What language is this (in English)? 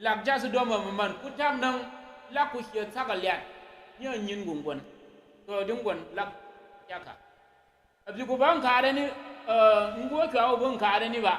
Tyap